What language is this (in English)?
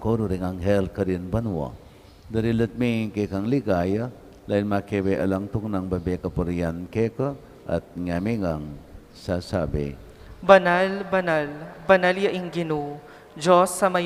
Pampanga